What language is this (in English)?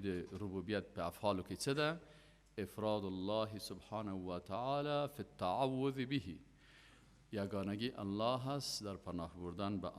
Tajik